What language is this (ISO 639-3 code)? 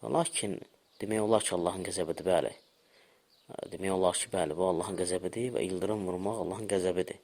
aze